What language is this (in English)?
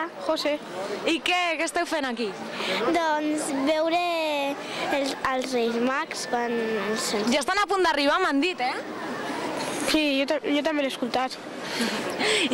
Catalan